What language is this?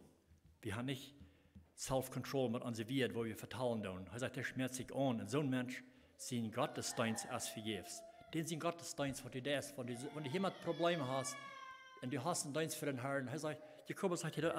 Plautdietsch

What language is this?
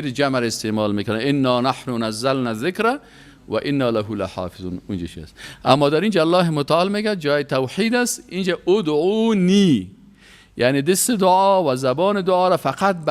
Persian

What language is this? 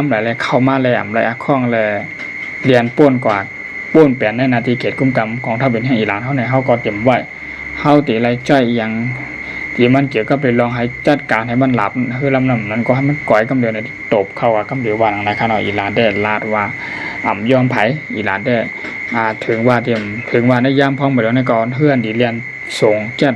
Shan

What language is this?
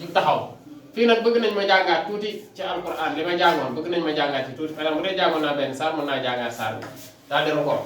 Wolof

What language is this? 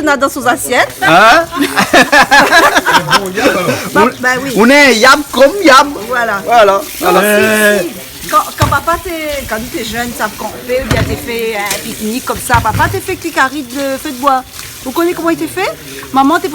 Réunion Creole French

